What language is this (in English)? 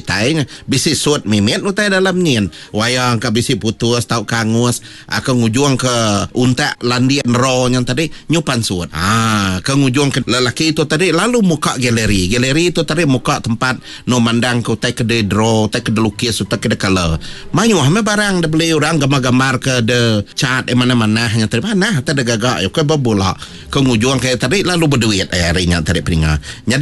Iban